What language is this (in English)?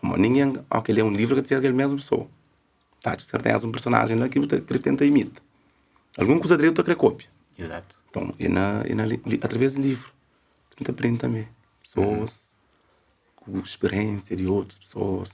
Kabuverdianu